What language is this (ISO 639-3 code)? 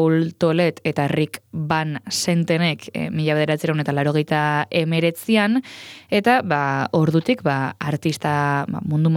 eus